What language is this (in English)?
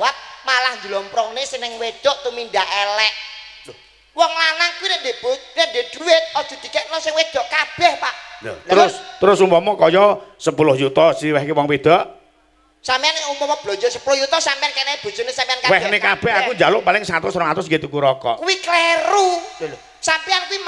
Javanese